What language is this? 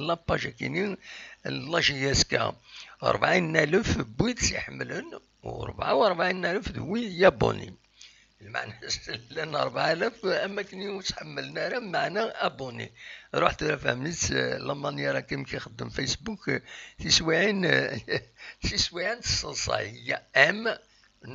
Kabyle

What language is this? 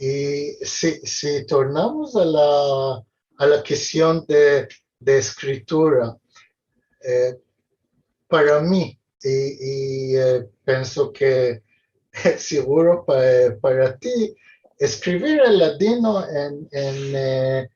Ladino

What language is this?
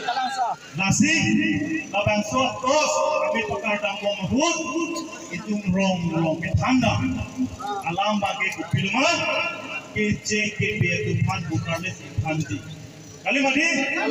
Karbi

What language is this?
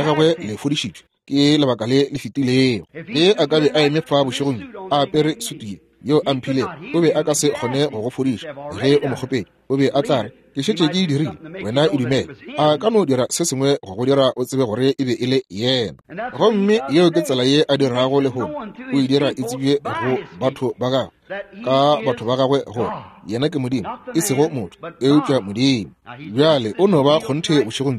Northern Sotho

